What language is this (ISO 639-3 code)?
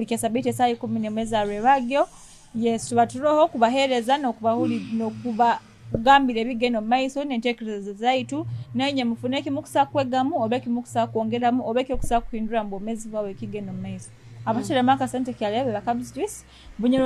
nyo